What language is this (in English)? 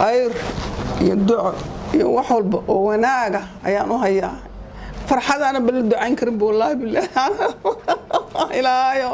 Somali